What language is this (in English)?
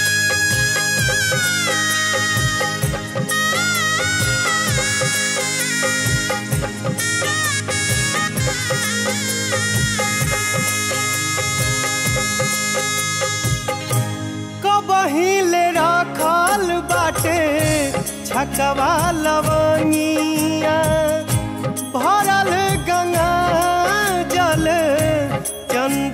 Bhojpuri